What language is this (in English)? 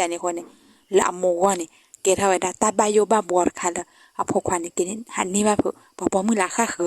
S'gaw Karen